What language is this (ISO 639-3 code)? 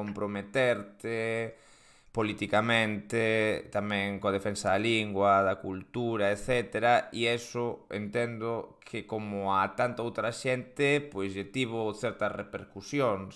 glg